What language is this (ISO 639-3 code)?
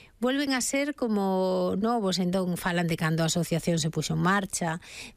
glg